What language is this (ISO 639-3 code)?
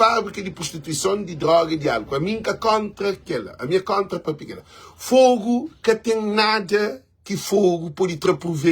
kea